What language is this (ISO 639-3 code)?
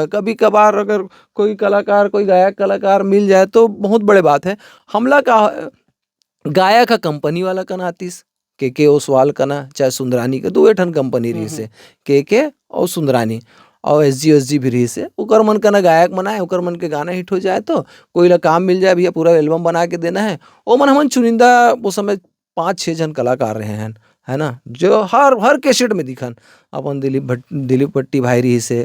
hne